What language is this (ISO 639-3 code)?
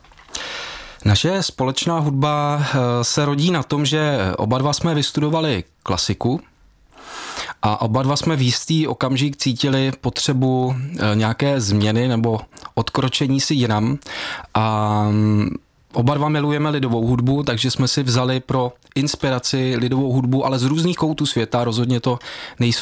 ces